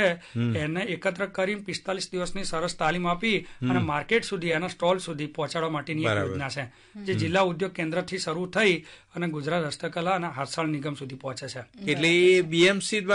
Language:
Gujarati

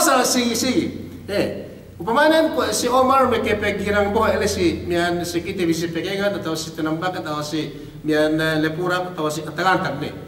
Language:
Yakan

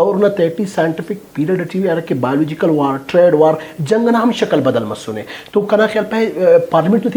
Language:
Brahui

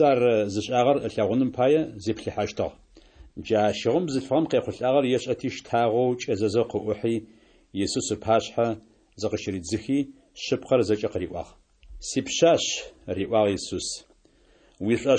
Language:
Adyghe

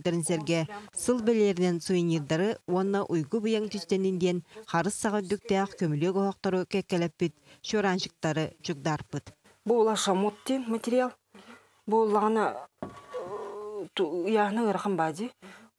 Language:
Yakut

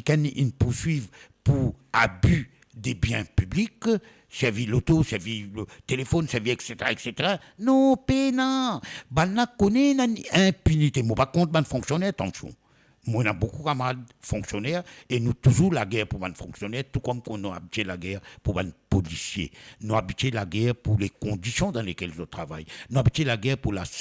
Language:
Morisyen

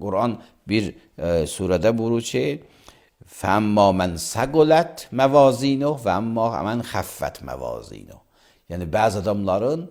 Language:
Azerbaijani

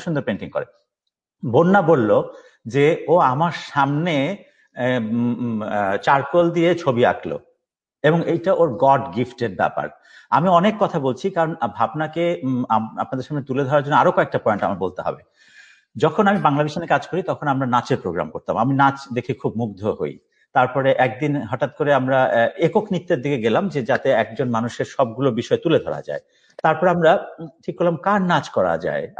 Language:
Bangla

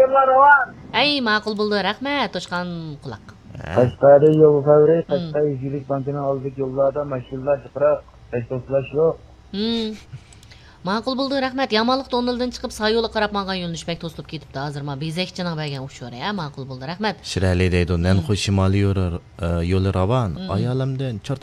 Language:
Uyghur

